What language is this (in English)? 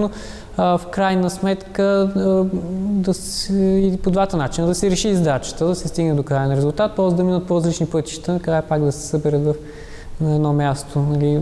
Bulgarian